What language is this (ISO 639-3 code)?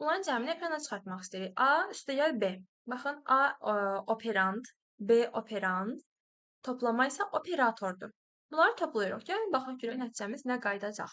aze